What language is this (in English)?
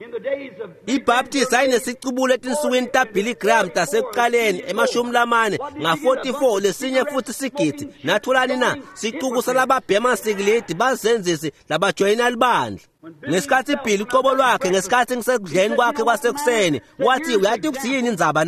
Swati